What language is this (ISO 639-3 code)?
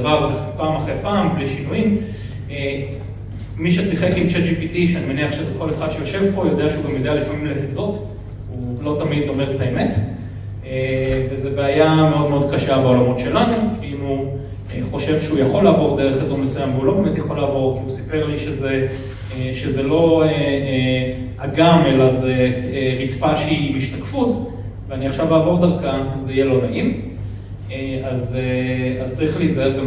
heb